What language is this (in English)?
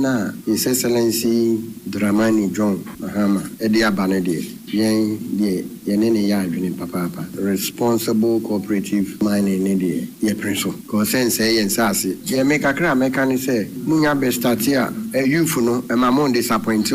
Akan